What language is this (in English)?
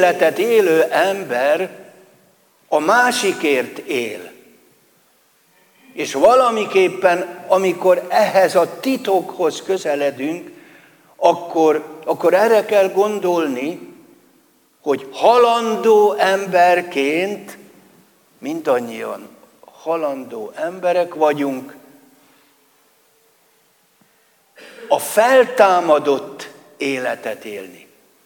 Hungarian